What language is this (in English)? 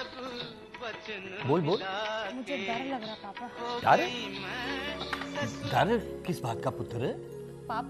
Hindi